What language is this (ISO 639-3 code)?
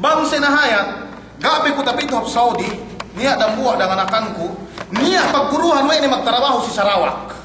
yka